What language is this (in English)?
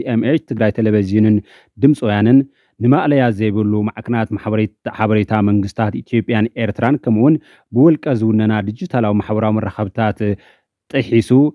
Tigrinya